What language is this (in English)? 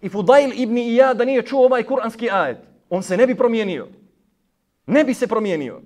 Bosnian